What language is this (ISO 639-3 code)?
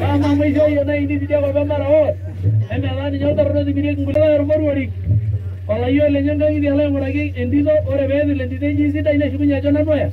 mas